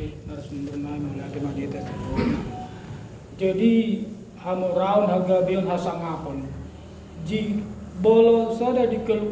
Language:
Batak Toba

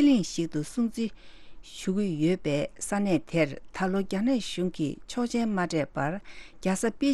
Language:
Tibetan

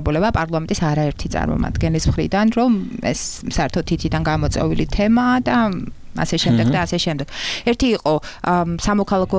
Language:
Georgian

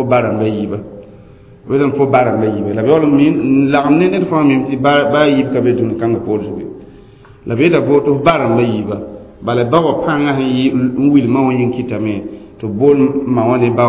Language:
Mossi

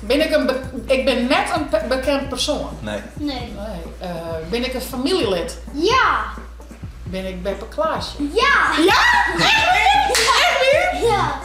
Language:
Western Frisian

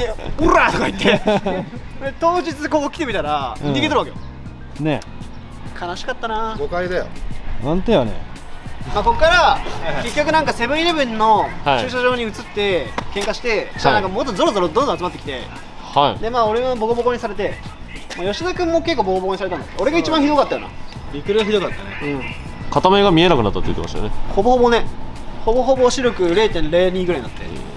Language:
Japanese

